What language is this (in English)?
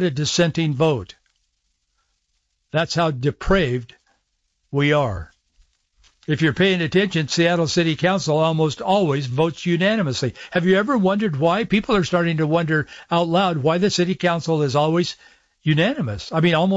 English